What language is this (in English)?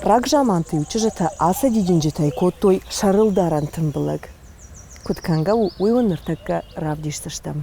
Ossetic